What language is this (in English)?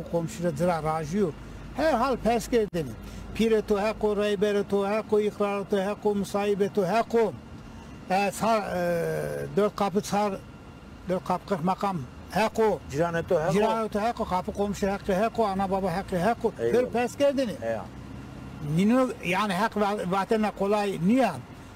Zaza